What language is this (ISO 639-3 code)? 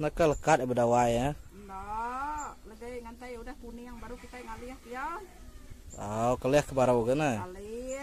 iba